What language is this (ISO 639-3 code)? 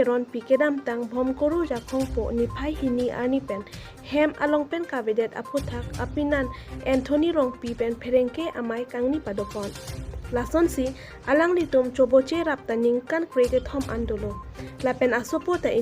mjw